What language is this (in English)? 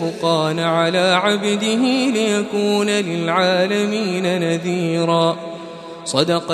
Arabic